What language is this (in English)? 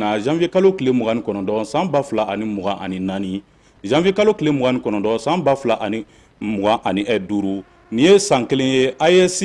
Bambara